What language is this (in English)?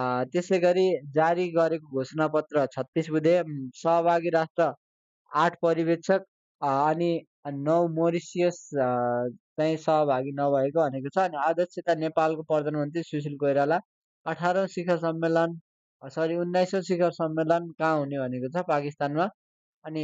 Nepali